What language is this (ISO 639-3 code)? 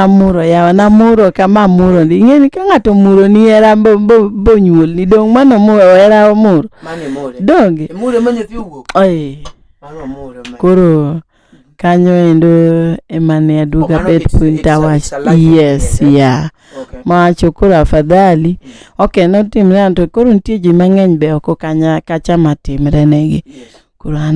luo